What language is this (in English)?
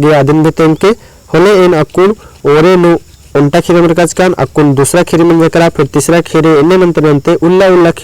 Kurukh